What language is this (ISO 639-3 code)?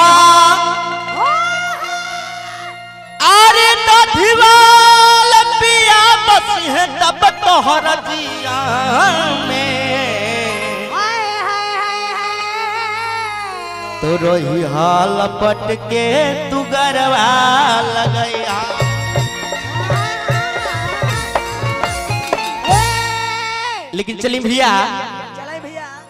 bho